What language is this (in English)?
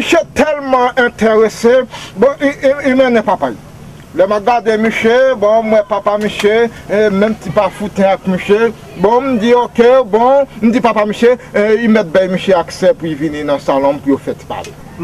Haitian Creole